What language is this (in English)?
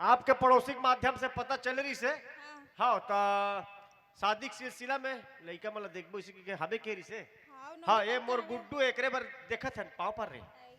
Chhattisgarhi